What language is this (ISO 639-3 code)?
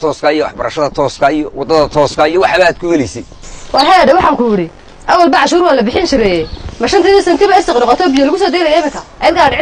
som